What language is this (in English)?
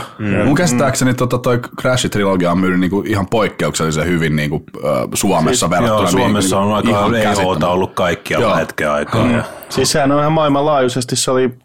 Finnish